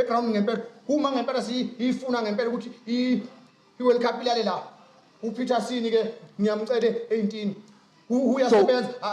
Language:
Zulu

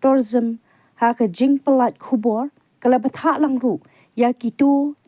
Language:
Khasi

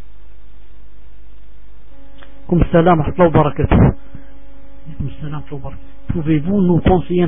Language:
French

